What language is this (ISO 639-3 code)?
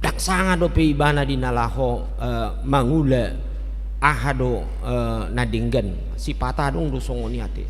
bbc